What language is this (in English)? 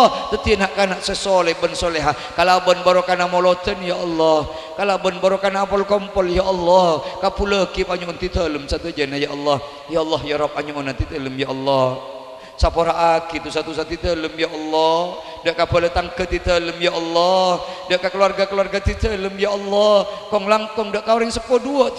Madurese